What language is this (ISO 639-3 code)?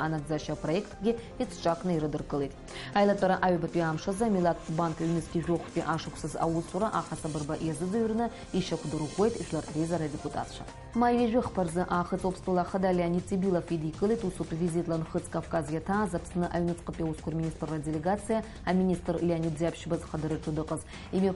abk